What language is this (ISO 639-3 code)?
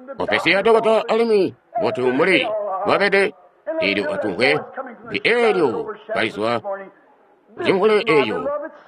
toi